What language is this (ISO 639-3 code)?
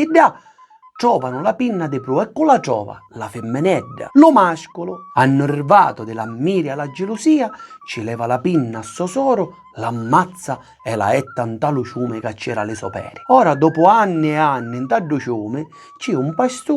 scn